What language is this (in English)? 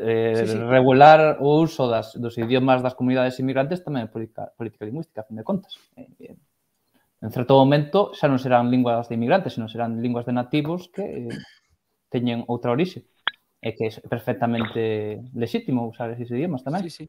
Galician